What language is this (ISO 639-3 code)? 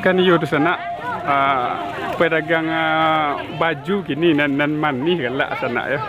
min